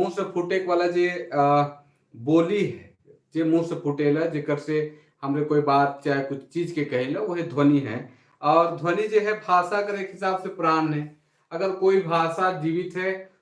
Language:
Sadri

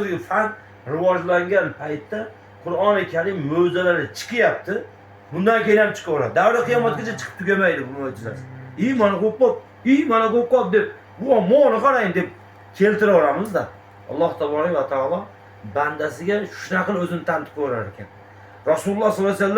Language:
Uzbek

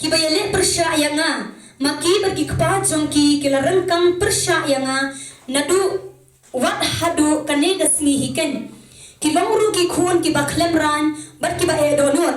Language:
Khasi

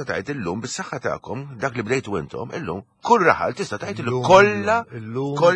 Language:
Maltese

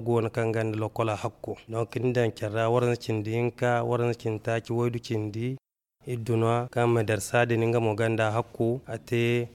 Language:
Zarma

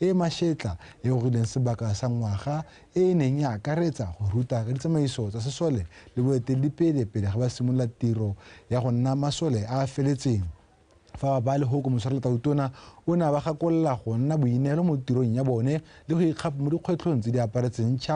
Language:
Tswana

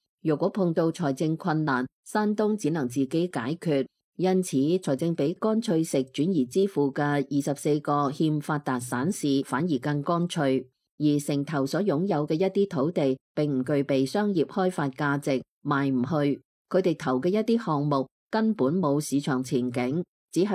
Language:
Cantonese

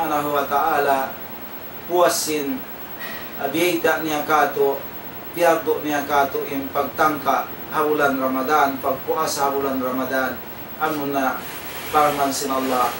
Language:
Tausug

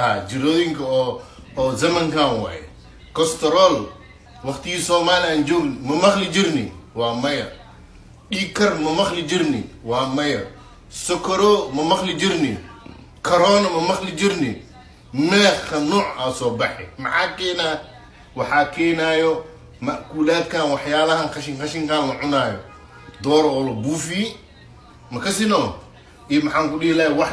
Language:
Somali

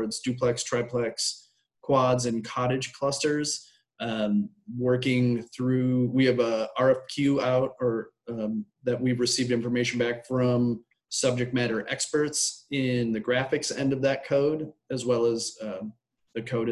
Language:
English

